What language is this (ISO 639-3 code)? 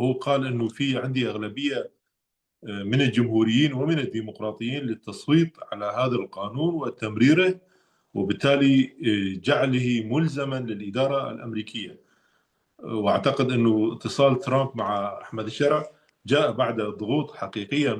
apc